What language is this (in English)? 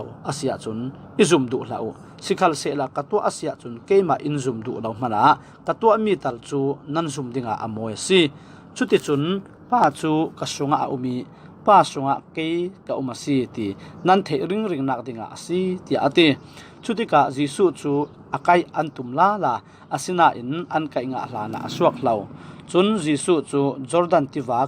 Falam Chin